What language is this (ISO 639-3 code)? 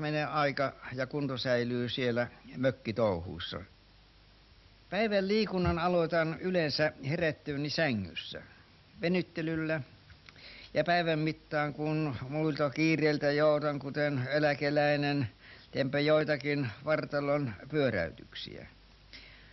fin